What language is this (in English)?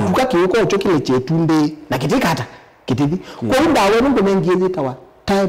Kamba